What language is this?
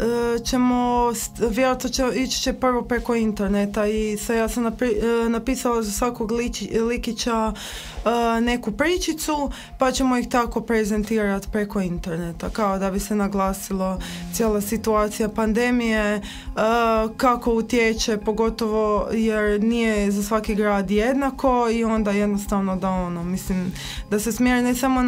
Croatian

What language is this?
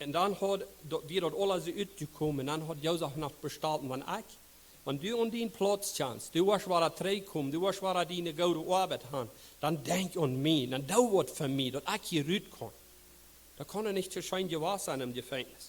Plautdietsch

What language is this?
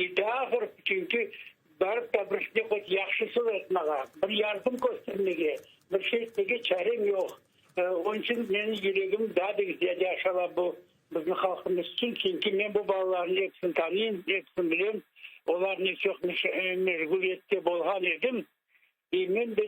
Crimean Tatar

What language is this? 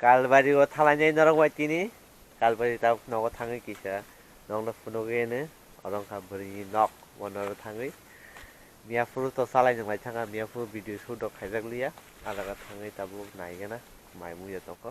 Kok Borok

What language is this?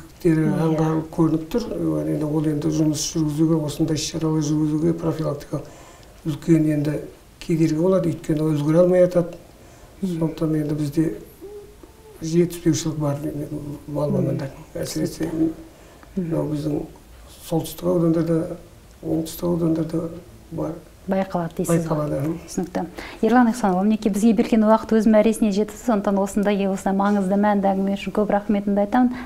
Kazakh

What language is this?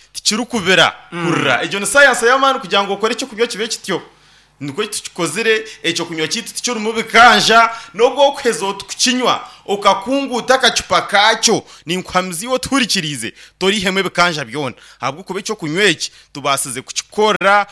Nyankole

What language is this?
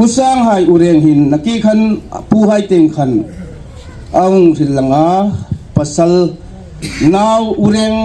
Hmar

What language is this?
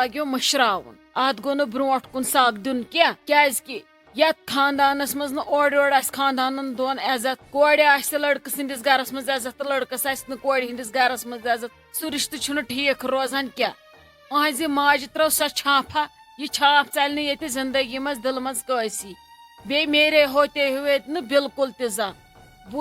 Kashmiri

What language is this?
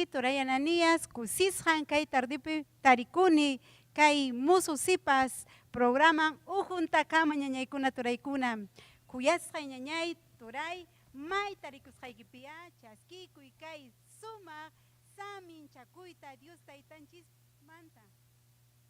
Ayacucho Quechua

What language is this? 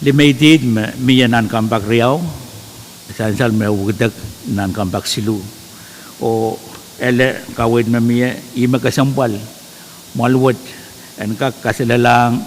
Pohnpeian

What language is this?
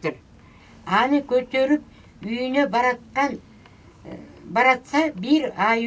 Kyrgyz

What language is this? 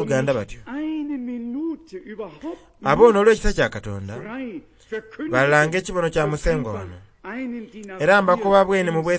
Soga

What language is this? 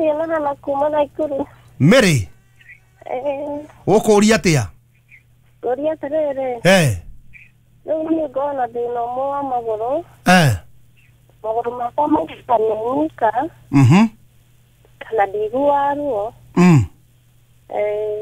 Kikuyu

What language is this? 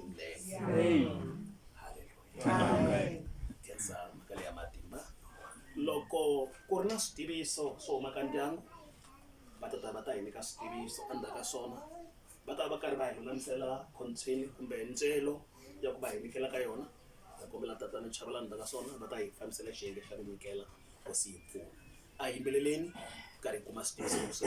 Tsonga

